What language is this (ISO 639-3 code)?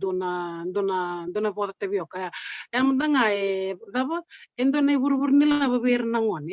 fij